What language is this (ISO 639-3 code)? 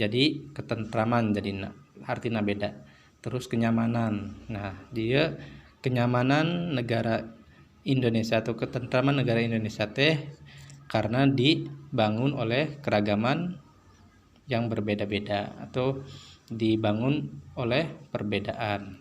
sun